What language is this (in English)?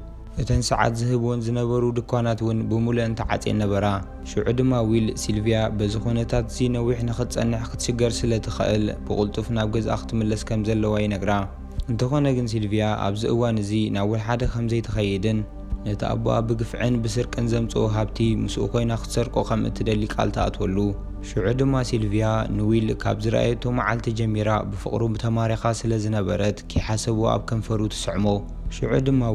Tigrinya